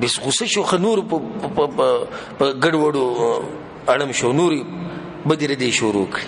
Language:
Pashto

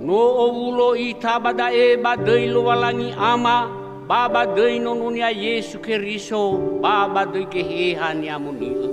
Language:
Nias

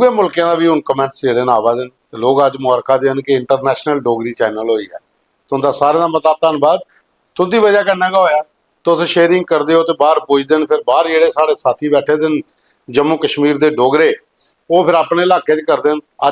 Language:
Dogri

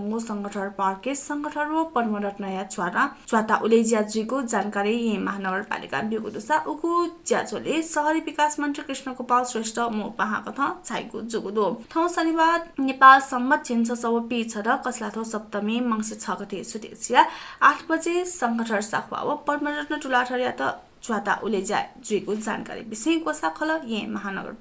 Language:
Newari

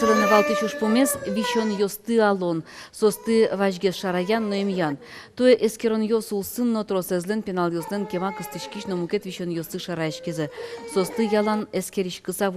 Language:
Udmurt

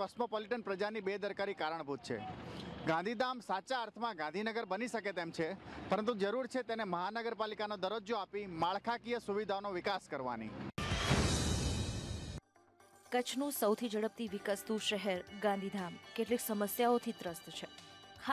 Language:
Gujarati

